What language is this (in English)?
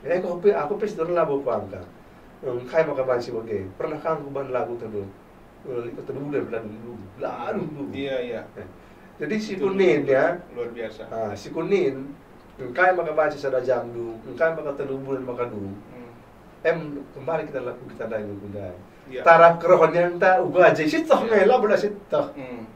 Batak Karo